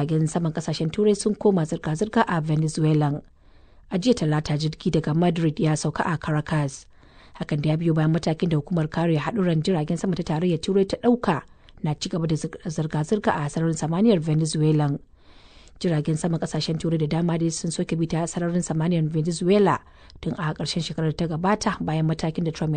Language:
Hausa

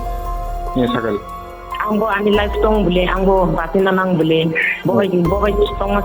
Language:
Kok Borok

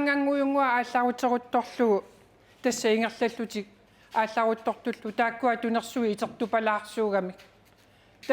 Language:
Kalaallisut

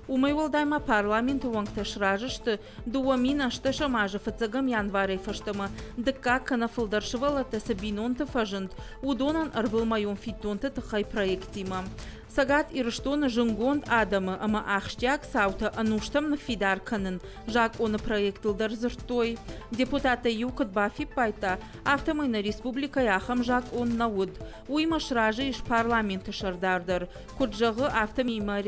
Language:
Ossetic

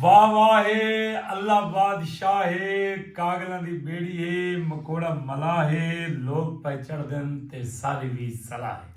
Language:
Saraiki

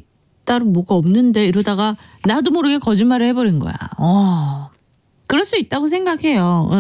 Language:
Korean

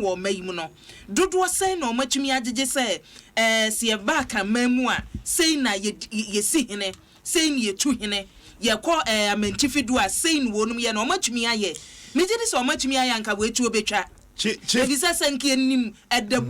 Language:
Akan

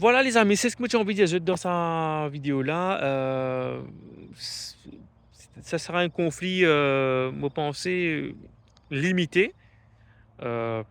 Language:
Morisyen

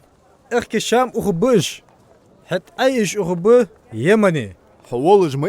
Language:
Ingush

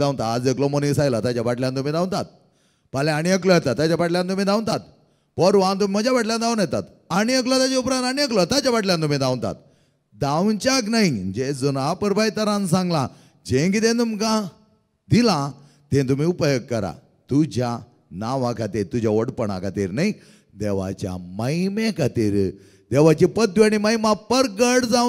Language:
Konkani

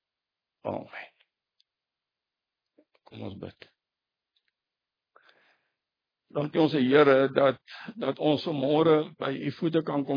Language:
Afrikaans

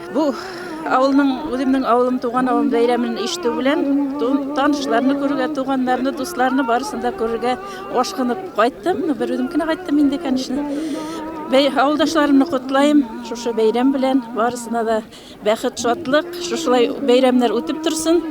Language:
Bashkir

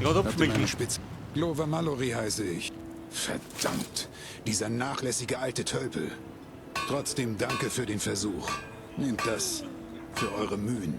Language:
Bavarian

